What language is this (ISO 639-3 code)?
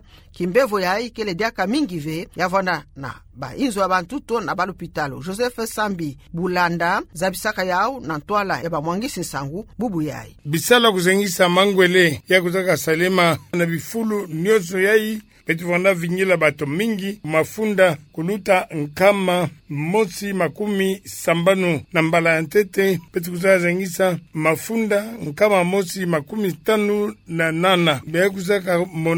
ktu